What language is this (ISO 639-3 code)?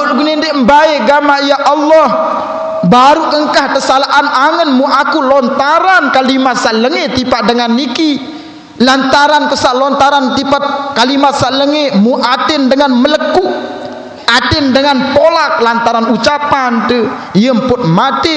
sas